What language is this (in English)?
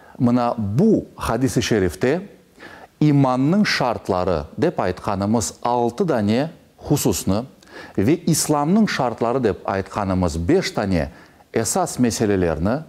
Crimean Tatar